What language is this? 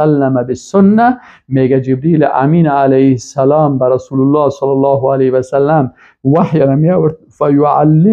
Persian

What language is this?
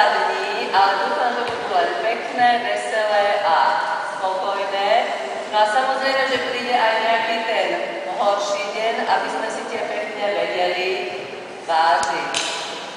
Slovak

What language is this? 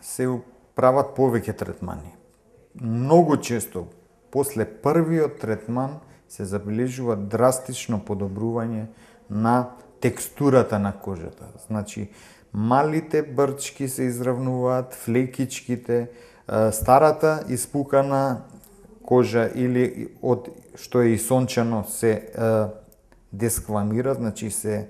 Macedonian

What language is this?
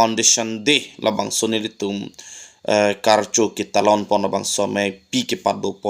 Karbi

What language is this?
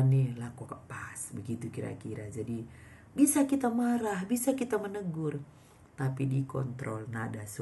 Batak Karo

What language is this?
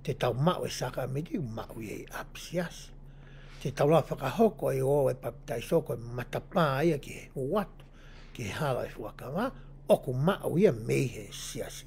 Tongan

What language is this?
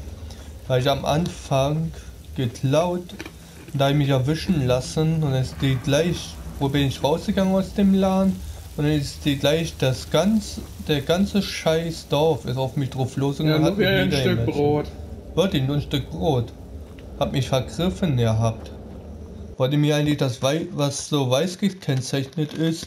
German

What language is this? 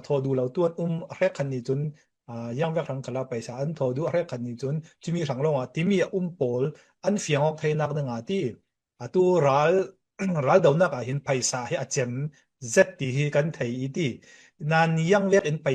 Falam Chin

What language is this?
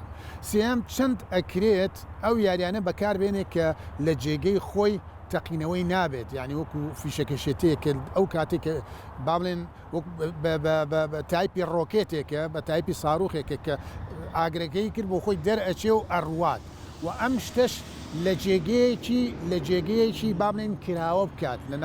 Central Kurdish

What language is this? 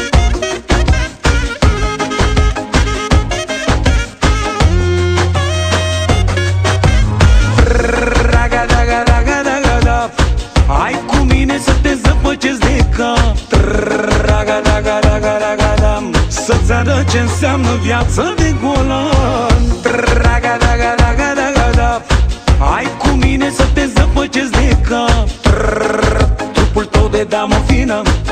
Romanian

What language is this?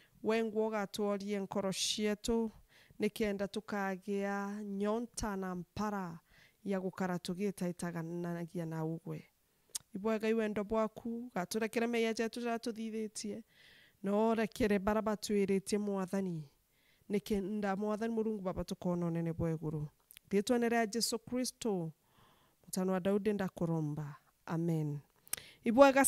Meru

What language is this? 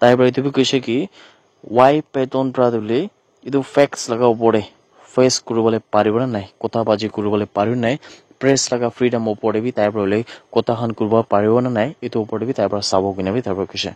Naga Pidgin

